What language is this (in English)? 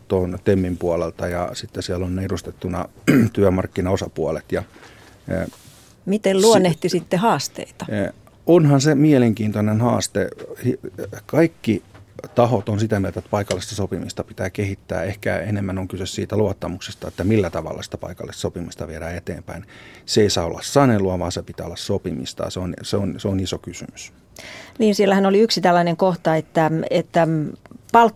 Finnish